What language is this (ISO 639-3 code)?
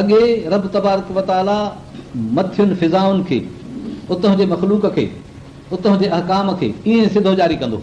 snd